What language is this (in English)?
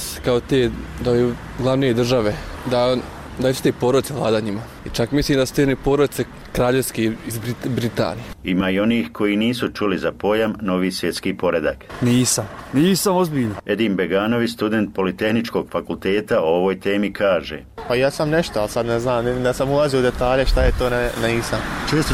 Bosnian